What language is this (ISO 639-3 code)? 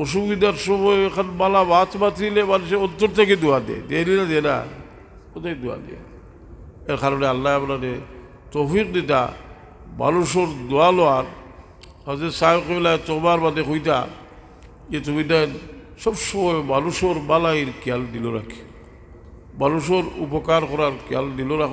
syl